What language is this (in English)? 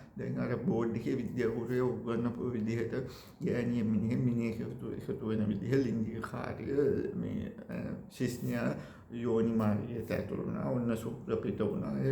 Sinhala